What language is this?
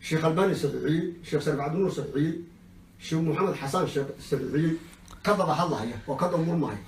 Somali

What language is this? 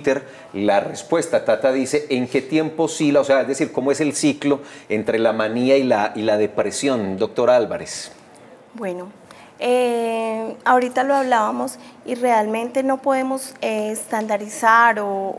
Spanish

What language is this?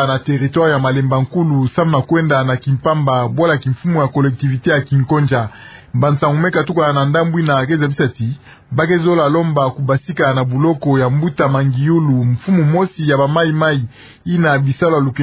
Kituba (Democratic Republic of Congo)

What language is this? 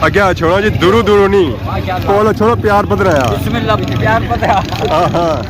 Pahari-Potwari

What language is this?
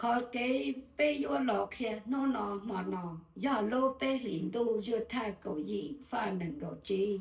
Hmong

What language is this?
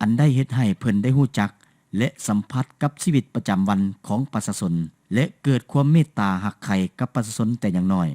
Lao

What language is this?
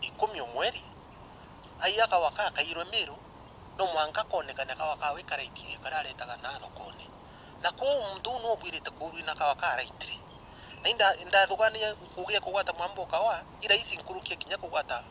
Meru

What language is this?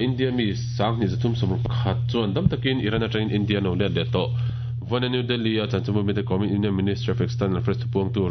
Mizo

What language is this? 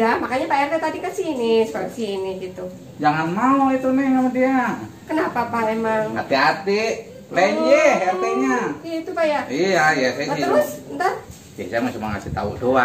Betawi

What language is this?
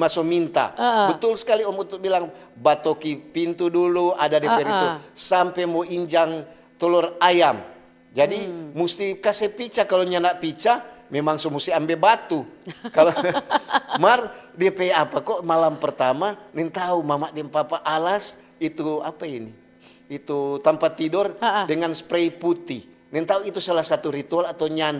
Manado Malay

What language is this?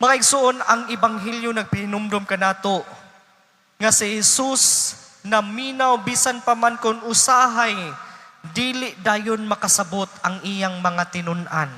Cebuano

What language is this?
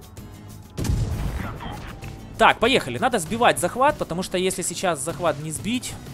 Russian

